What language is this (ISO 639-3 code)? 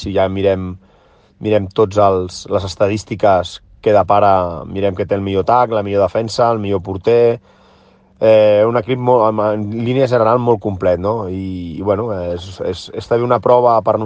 cat